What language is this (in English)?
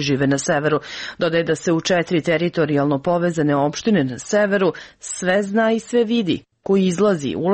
Serbian